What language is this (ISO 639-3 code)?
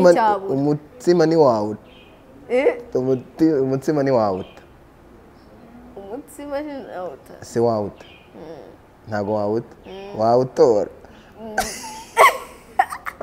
kin